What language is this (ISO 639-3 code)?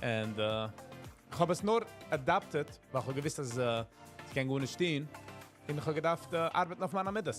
yid